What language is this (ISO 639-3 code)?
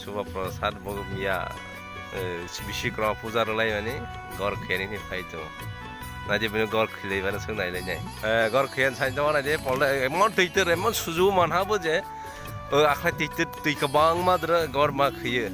trp